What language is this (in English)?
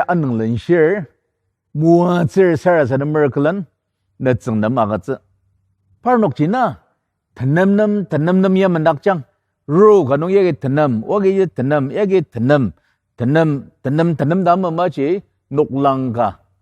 Ao Naga